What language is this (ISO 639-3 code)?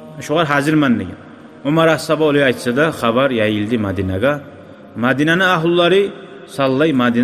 kum